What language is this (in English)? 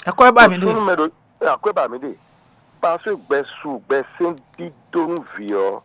Fon